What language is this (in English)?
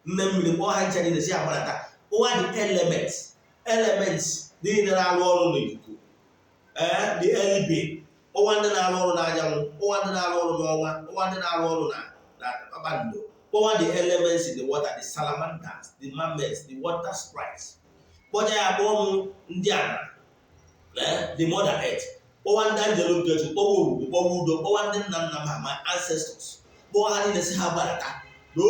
Igbo